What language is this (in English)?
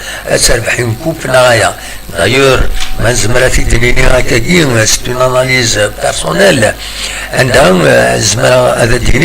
Kabyle